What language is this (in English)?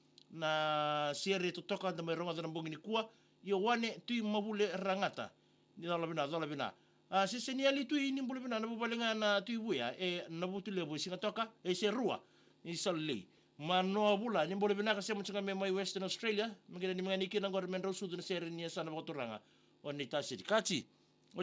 Fijian